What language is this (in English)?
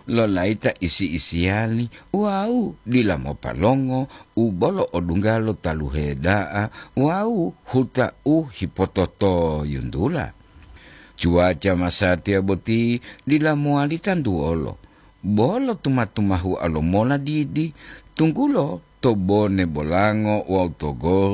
Gorontalo